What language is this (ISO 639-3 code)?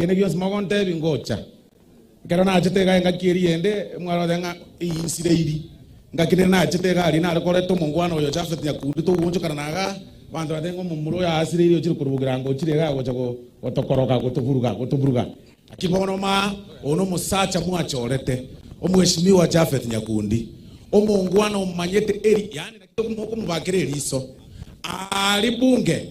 guz